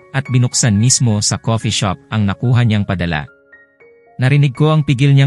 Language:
Filipino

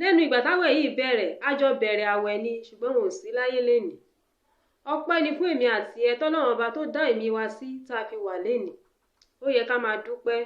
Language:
Yoruba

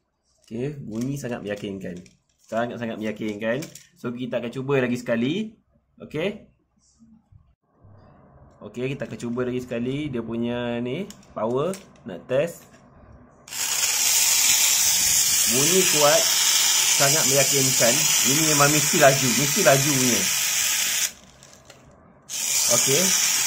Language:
Malay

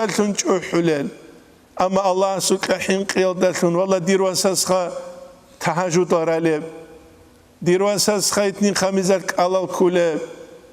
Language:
Avaric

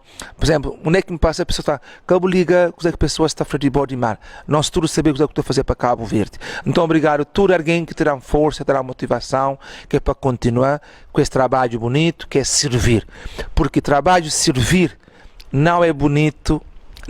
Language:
Kabuverdianu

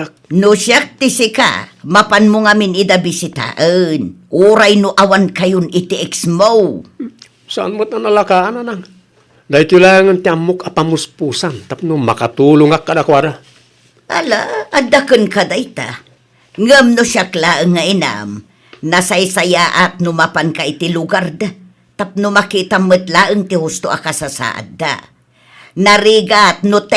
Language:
Iloko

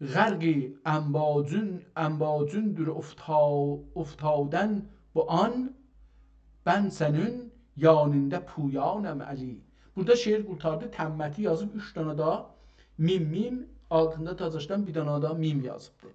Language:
South Azerbaijani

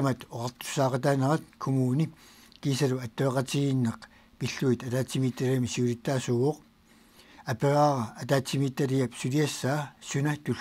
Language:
Kalaallisut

